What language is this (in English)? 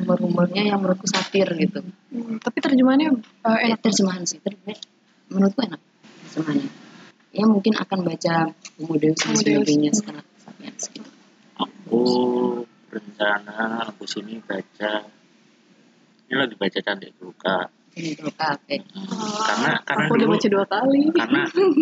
Indonesian